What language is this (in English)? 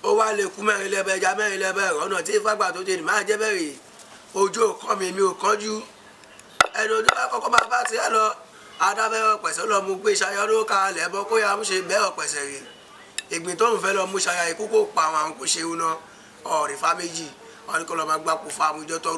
Yoruba